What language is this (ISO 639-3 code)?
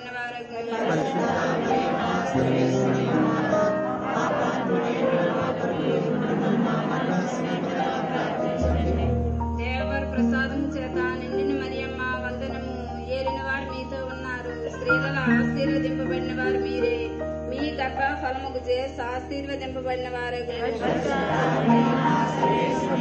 tel